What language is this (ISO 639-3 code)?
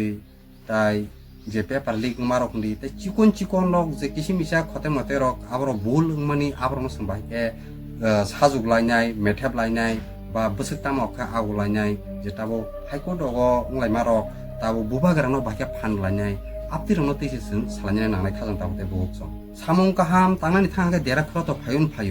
trp